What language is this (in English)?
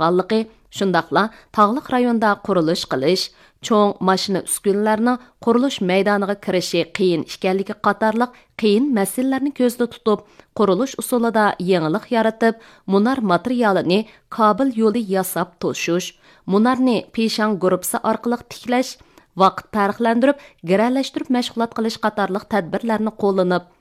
Uyghur